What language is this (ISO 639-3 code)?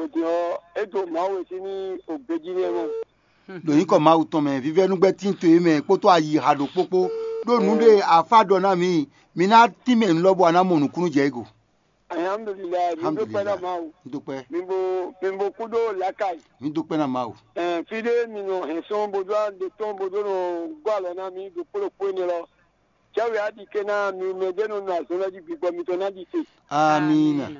fon